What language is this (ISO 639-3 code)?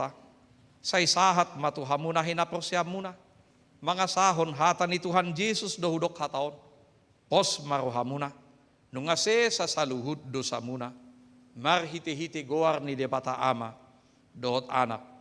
bbc